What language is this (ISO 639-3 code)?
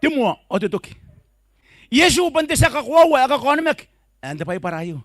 gil